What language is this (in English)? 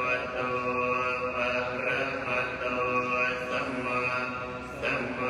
Pali